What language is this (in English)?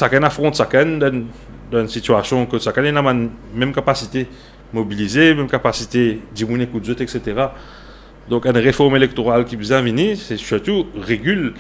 Morisyen